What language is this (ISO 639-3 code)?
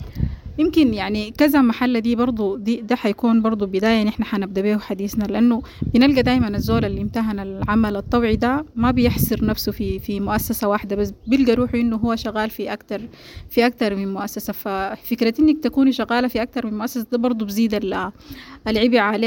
apd